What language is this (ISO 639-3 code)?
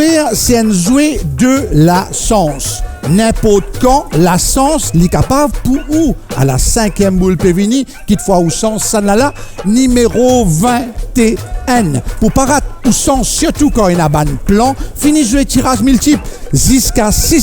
mfe